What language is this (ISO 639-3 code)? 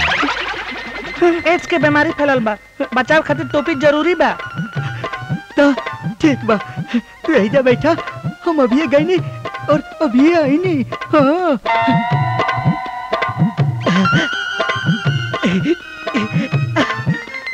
bho